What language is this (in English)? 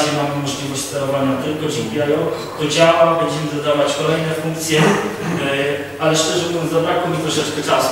Polish